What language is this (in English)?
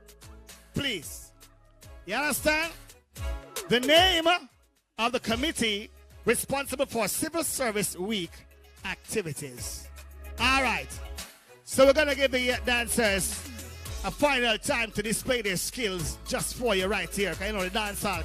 Jamaican Creole English